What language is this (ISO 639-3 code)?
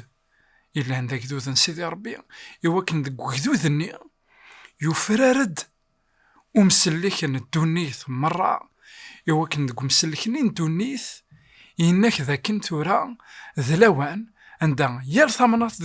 kab